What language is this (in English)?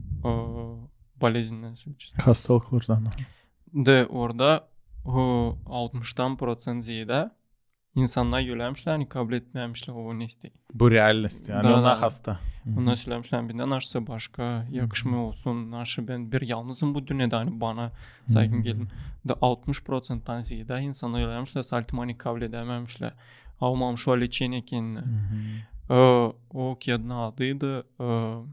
Gagauz